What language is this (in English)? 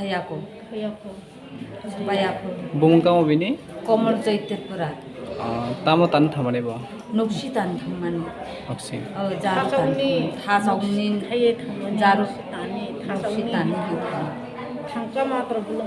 Kok Borok